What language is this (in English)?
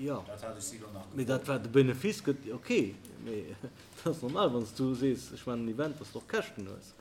Luxembourgish